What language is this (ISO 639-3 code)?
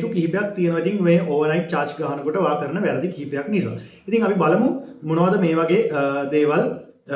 sin